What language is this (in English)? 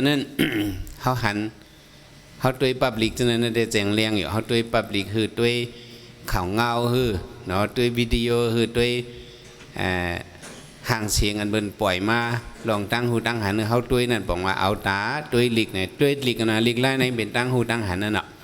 Shan